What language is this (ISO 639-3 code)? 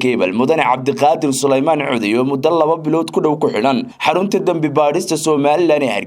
som